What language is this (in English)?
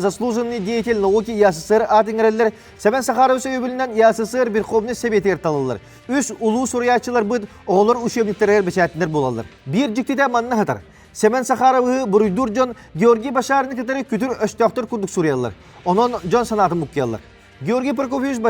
Yakut